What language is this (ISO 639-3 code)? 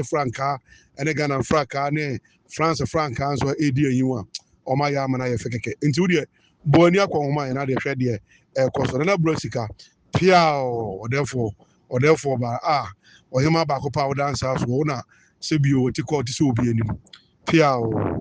aka